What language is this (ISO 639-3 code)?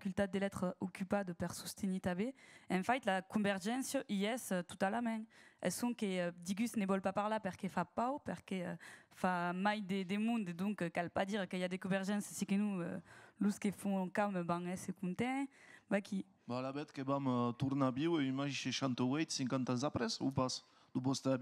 oci